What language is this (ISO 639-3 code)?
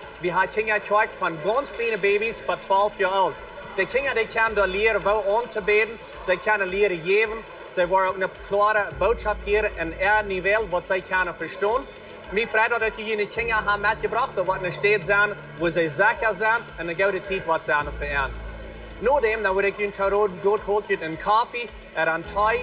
pdt